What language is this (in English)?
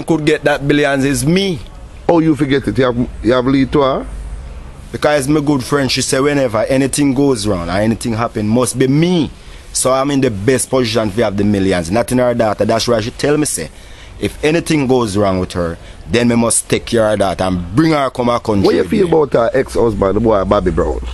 Jamaican Creole English